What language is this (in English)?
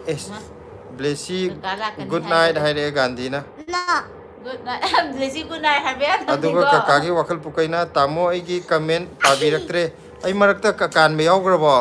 Manipuri